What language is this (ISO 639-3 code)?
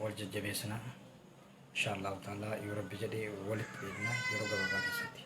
orm